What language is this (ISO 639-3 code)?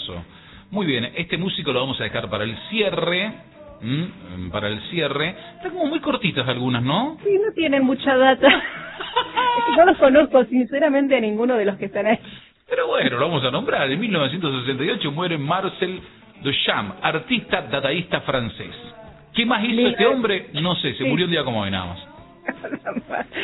spa